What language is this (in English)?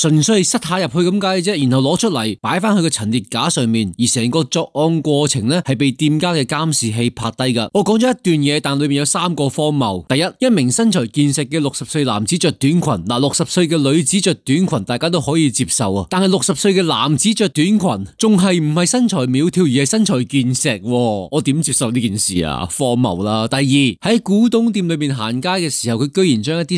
Cantonese